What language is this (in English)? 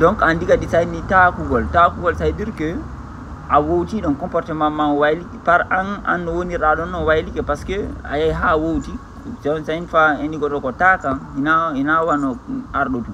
Fula